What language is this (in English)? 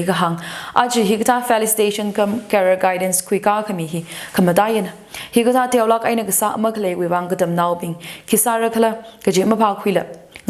Tangkhul Naga (India)